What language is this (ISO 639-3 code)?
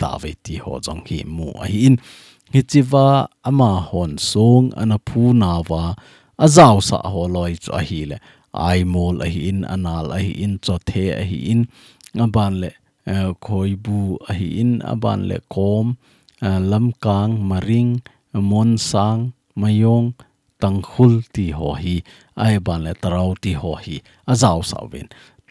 tcz